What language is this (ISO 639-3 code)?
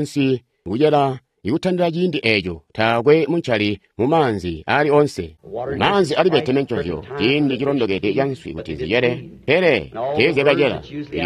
toi